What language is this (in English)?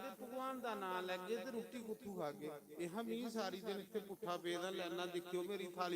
Dogri